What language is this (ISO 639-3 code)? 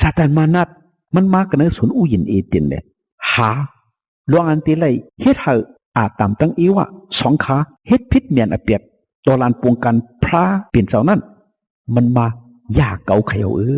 shn